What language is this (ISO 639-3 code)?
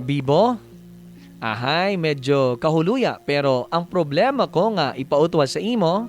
hil